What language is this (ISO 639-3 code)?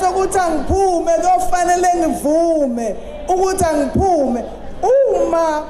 zul